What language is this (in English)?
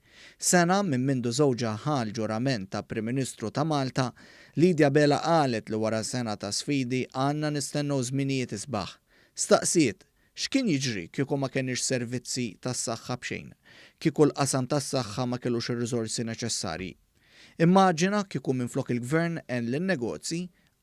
Maltese